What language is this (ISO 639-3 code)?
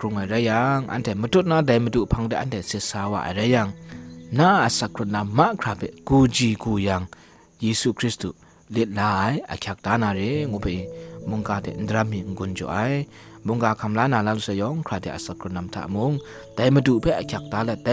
kac